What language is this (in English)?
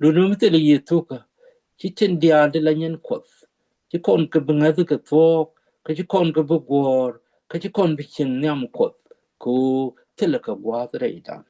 Nuer